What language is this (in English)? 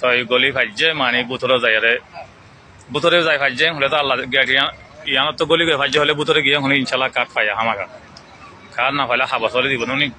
Rohingya